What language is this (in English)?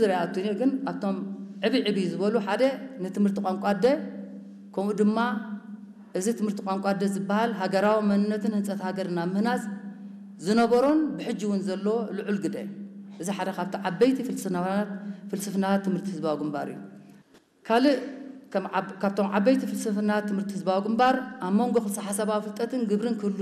Tigrinya